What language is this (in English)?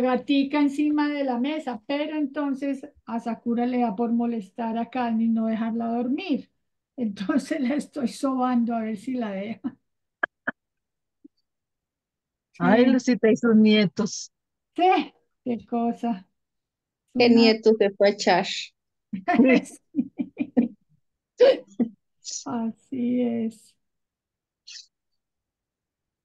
Spanish